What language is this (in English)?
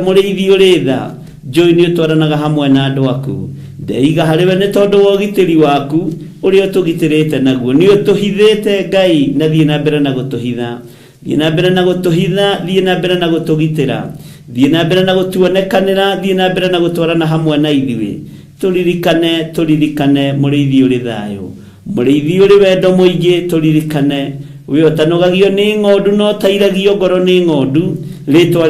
Kikuyu